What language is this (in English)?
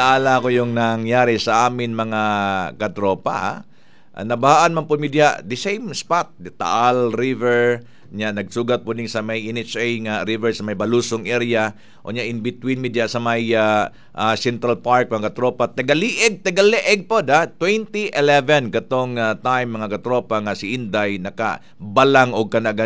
Cebuano